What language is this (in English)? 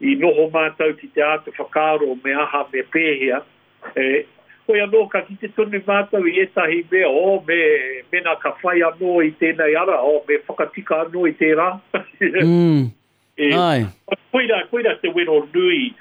Māori